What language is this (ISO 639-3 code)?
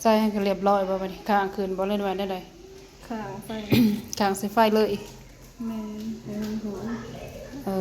lao